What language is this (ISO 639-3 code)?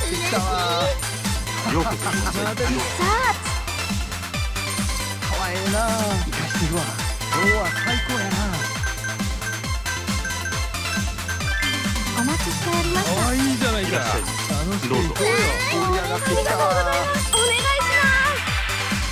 jpn